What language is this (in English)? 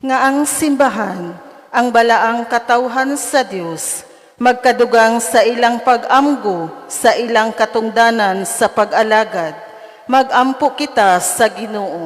Cebuano